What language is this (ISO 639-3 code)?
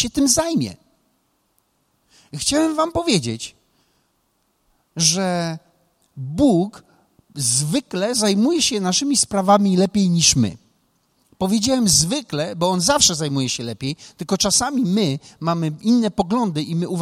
pol